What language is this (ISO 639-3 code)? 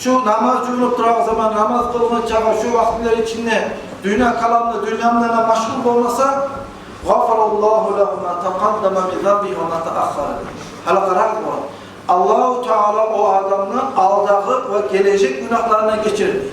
kum